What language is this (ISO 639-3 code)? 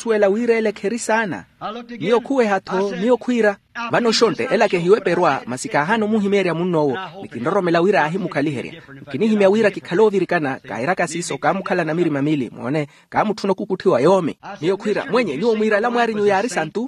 vmw